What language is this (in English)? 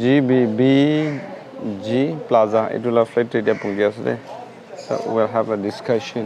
Naga Pidgin